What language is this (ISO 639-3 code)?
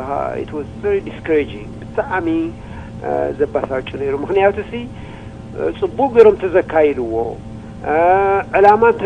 tir